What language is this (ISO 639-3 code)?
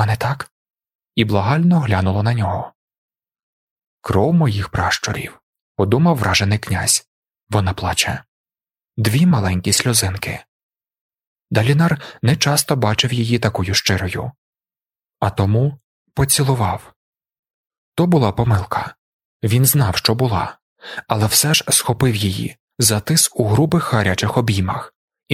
ukr